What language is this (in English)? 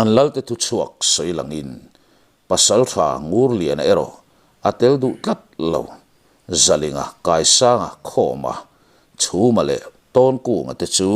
Mizo